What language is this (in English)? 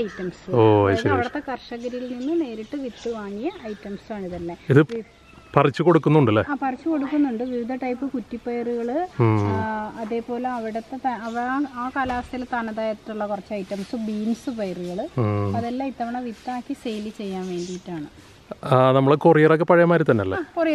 Malayalam